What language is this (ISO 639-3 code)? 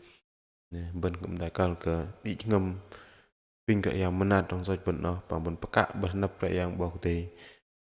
bdq